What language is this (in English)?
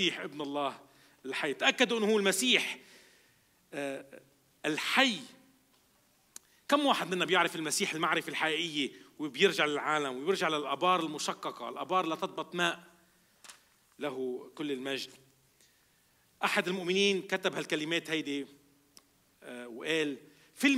North Levantine Arabic